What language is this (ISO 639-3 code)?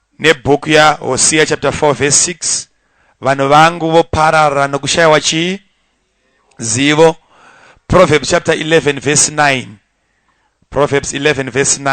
sna